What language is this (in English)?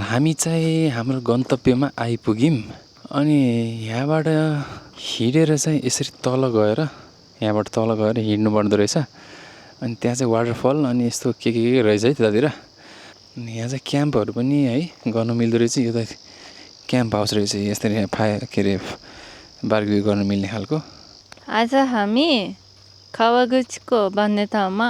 Nepali